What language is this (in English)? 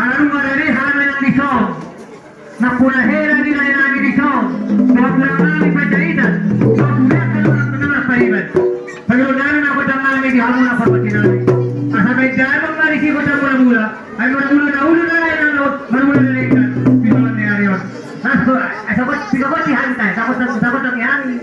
Batak Toba